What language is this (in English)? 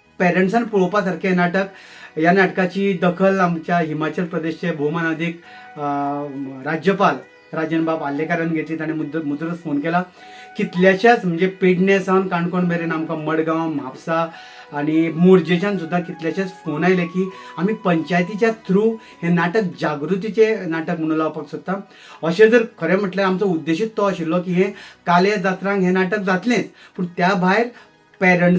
Konkani